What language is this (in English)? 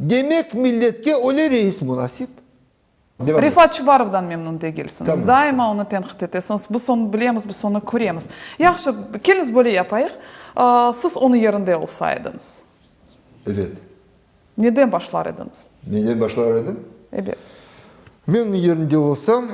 Crimean Tatar